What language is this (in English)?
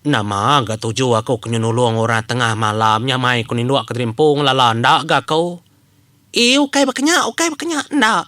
Iban